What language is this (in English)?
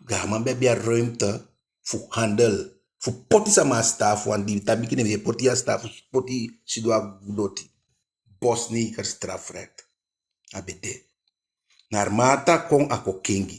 Eastern Maroon Creole